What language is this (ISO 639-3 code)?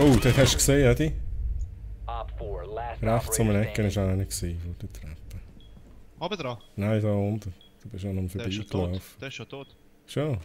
gsw